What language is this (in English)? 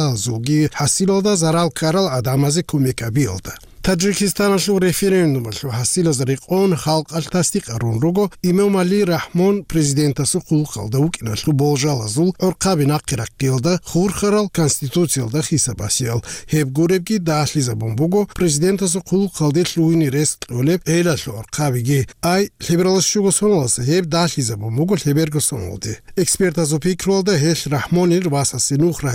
Avaric